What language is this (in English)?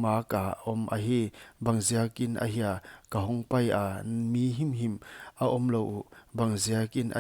Paite Chin